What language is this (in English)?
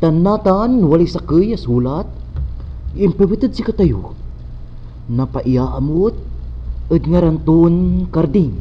Pangasinan